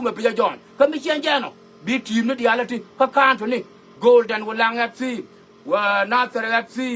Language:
Nuer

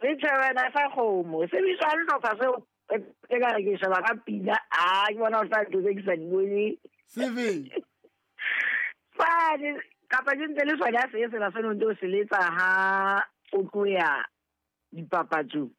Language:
Southern Sotho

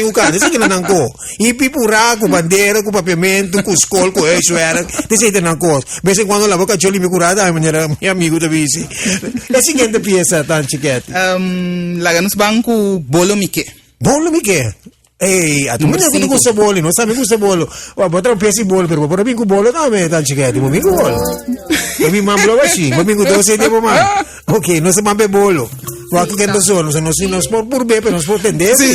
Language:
Papiamento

